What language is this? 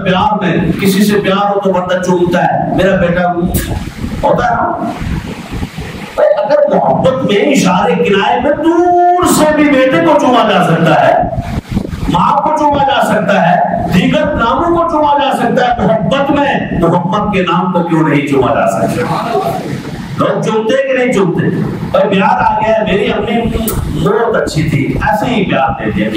Urdu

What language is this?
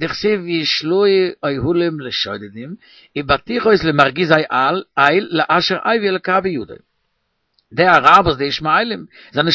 Yiddish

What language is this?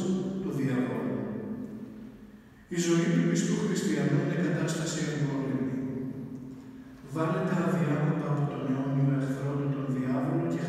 Greek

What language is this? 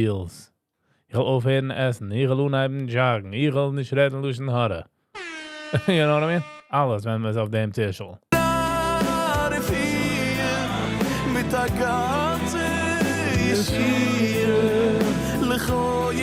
Yiddish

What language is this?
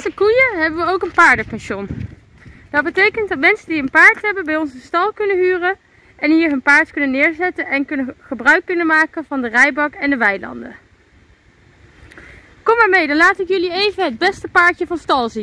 Dutch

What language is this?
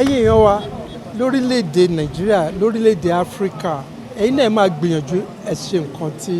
Yoruba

